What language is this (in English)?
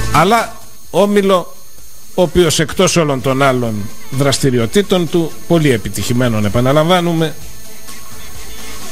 Greek